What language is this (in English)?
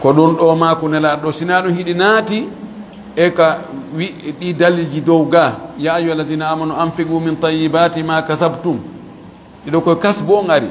Fula